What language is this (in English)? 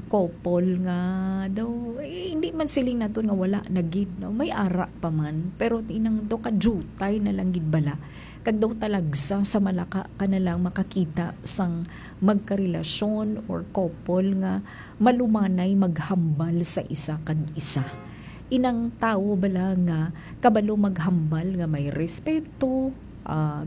Hiligaynon